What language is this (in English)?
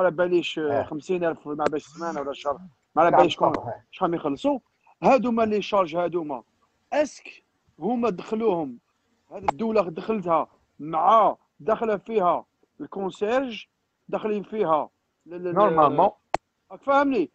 Algerian Arabic